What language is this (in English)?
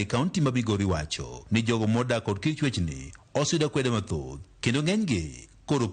Luo (Kenya and Tanzania)